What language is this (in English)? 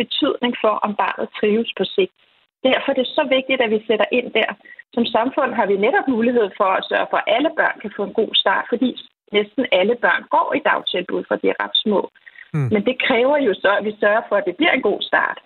Danish